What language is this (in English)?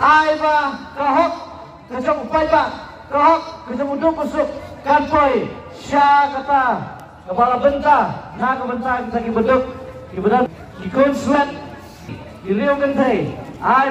Khasi